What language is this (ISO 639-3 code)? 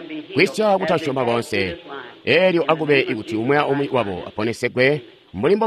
toi